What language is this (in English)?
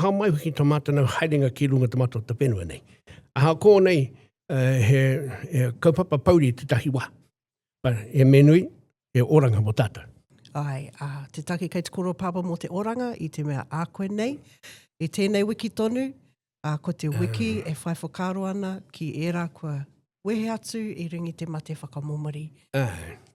Māori